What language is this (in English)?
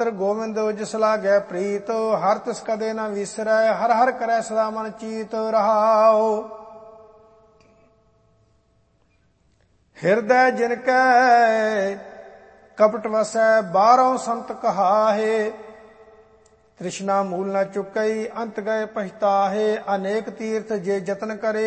Punjabi